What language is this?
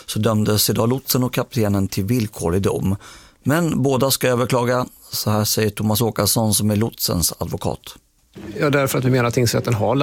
Swedish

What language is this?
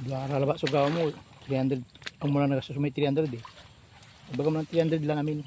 Pangasinan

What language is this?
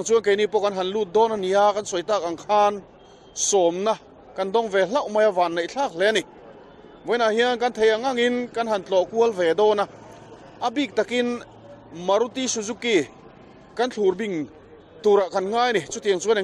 Mizo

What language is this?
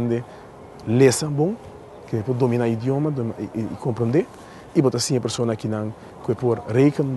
Papiamento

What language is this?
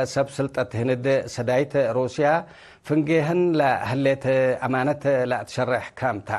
Tigre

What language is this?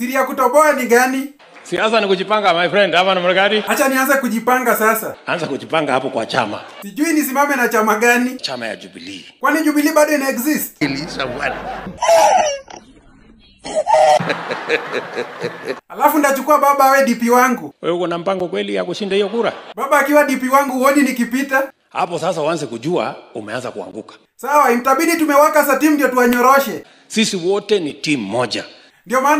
Swahili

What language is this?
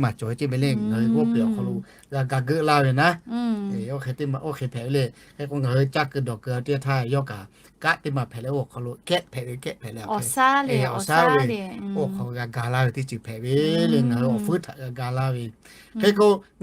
Lahu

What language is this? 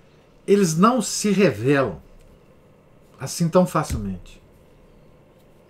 Portuguese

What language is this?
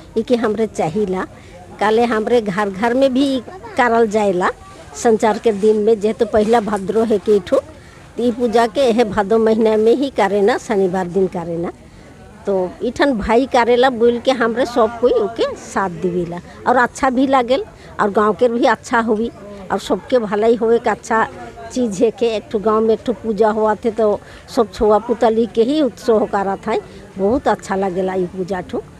Sadri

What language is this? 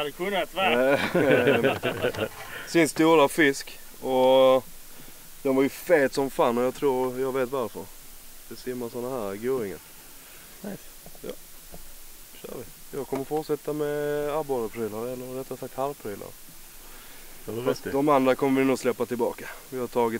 Swedish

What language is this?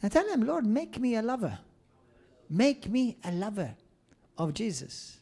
English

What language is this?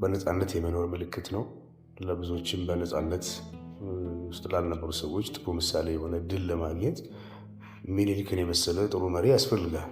Amharic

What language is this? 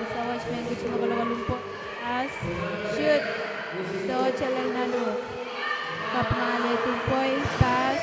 Pohnpeian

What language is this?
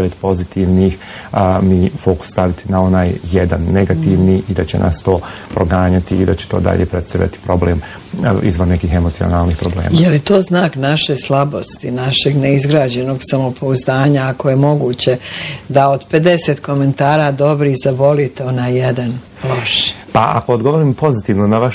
Bosnian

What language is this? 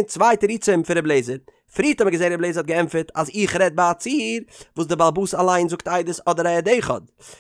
Yiddish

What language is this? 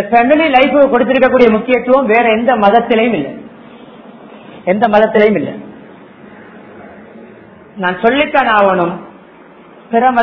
Tamil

